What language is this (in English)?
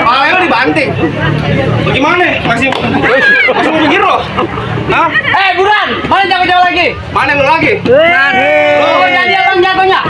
Betawi